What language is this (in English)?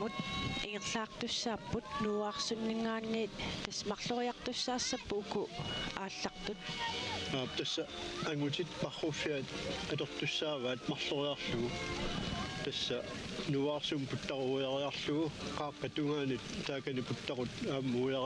Kalaallisut